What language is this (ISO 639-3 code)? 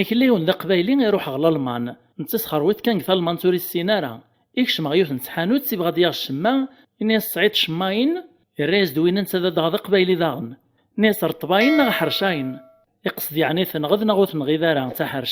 kab